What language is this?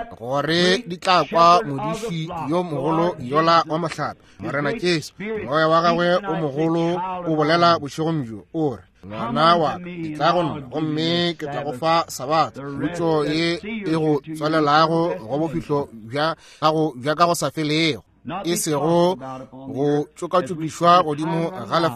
Northern Sotho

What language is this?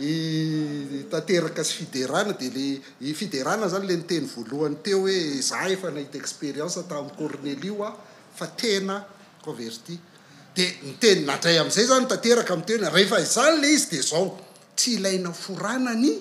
Malagasy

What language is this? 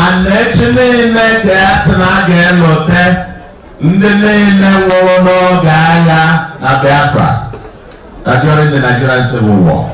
Igbo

